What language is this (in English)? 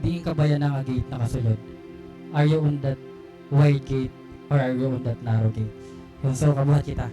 Waray